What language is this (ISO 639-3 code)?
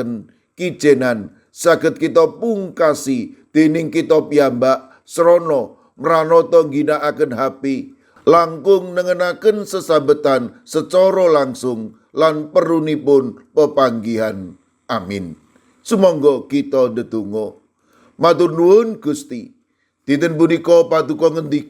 jav